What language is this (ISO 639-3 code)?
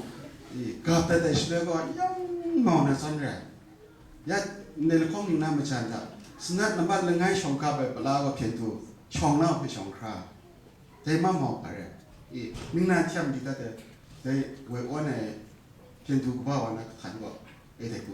kac